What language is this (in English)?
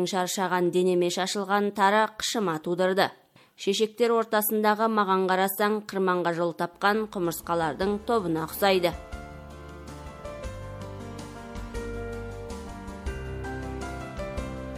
Kazakh